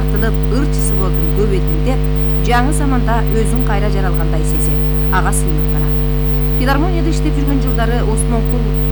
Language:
Kyrgyz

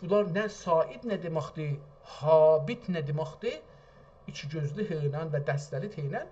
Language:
South Azerbaijani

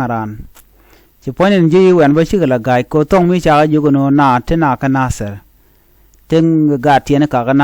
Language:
Nuer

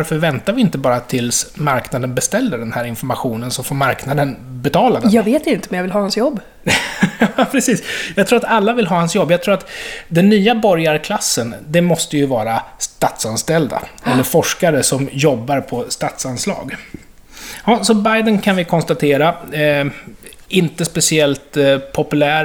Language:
Swedish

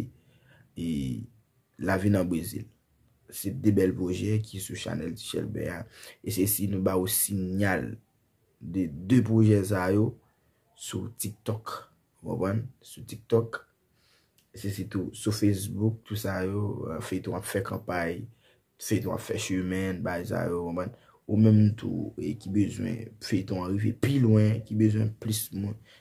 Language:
Haitian Creole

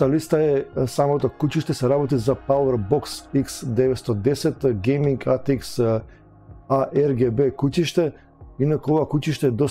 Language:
Macedonian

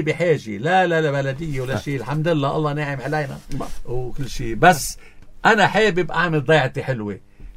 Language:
North Levantine Arabic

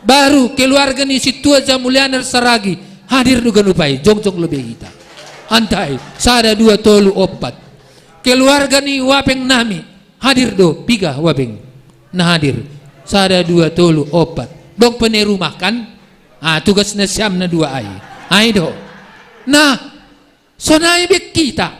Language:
Batak Simalungun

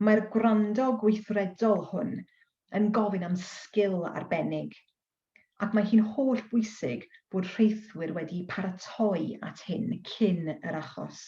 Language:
Welsh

